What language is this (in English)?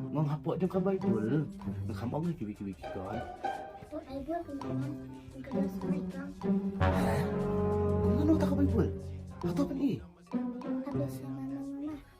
Khasi